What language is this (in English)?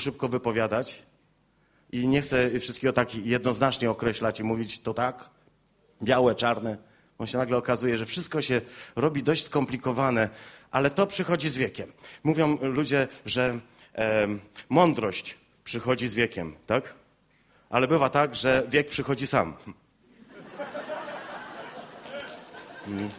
Polish